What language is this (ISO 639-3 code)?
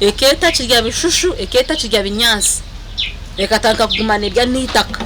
nyn